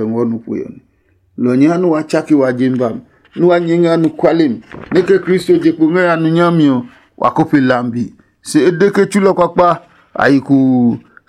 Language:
Adangme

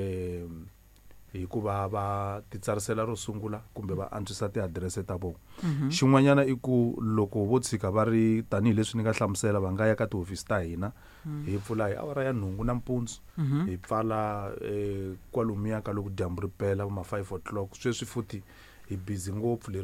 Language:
Tsonga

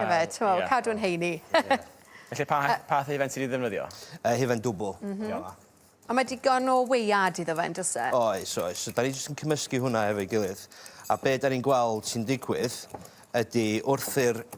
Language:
Welsh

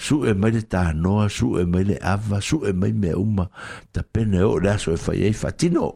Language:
Samoan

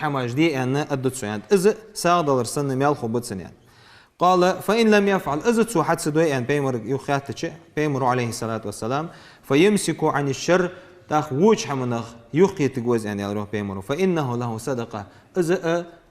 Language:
Ingush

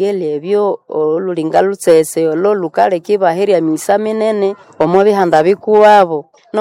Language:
Nande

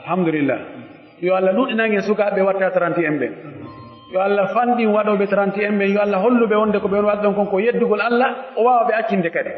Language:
Pular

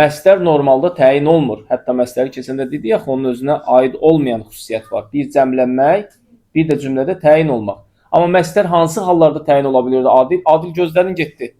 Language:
Azerbaijani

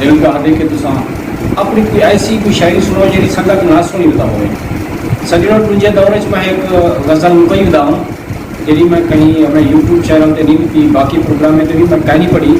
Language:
Saraiki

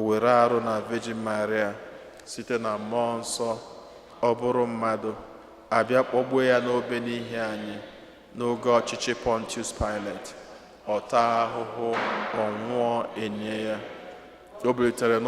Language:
Igbo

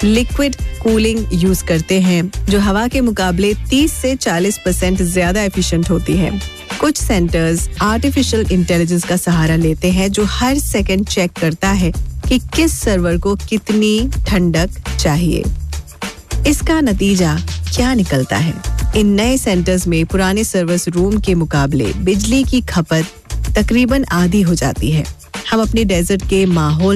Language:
Hindi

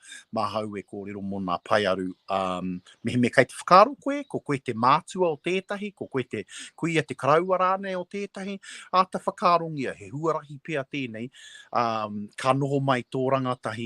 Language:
Māori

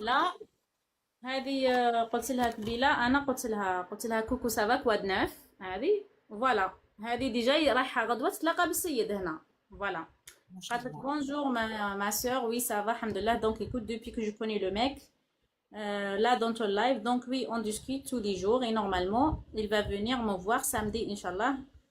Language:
Algerian Arabic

